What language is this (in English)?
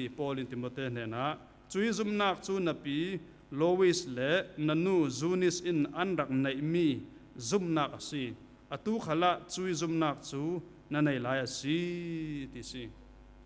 Falam Chin